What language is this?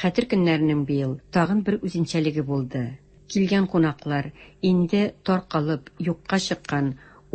Tatar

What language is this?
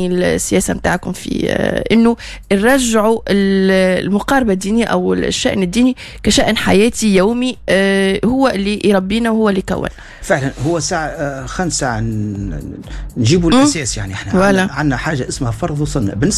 Tunisian Arabic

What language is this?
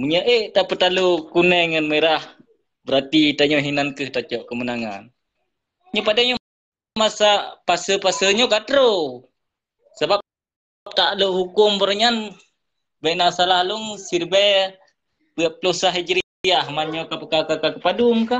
Achinese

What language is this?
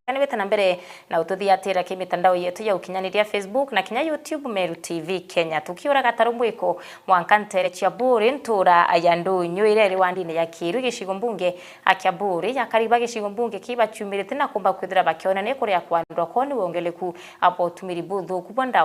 Meru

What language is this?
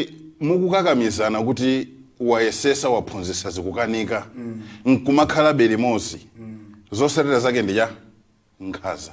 Nyanja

